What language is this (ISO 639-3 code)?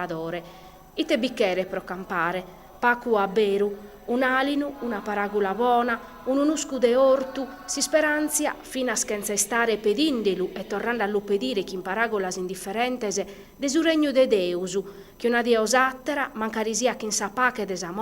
srd